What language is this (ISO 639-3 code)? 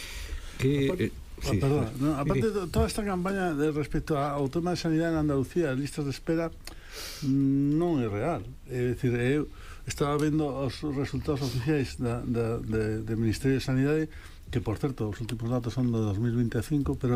glg